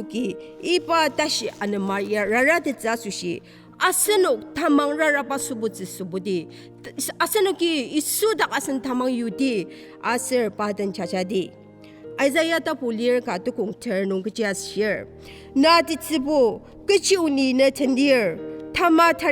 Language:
Ao Naga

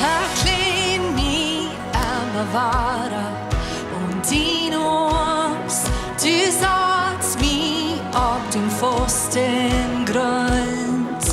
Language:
Plautdietsch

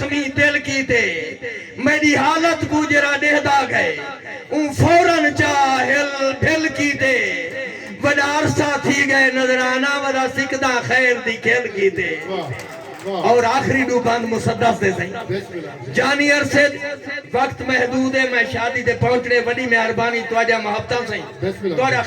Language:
Saraiki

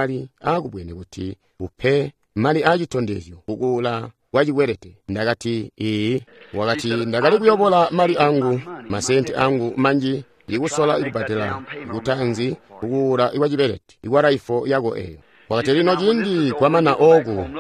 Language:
Tonga (Zambia)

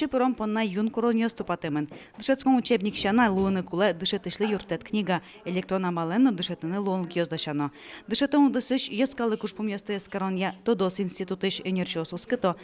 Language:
Udmurt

